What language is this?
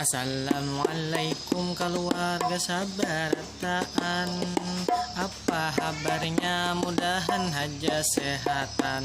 Banjar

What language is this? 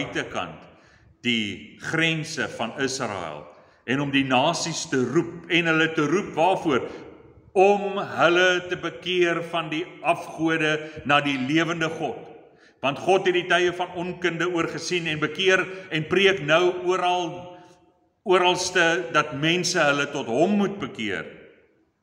Afrikaans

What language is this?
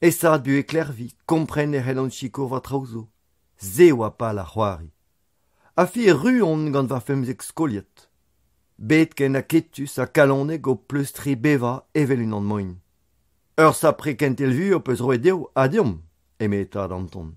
Breton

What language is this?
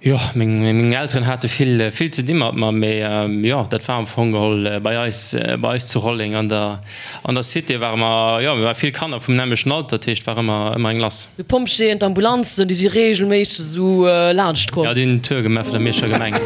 Luxembourgish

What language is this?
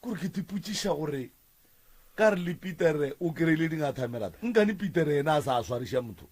Northern Sotho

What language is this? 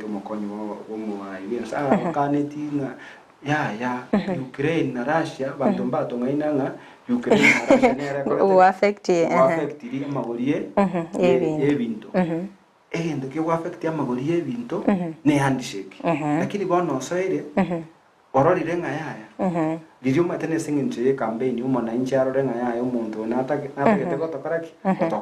Gusii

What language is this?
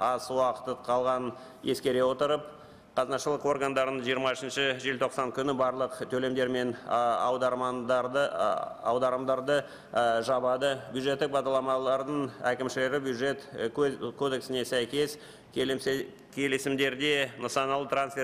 Kazakh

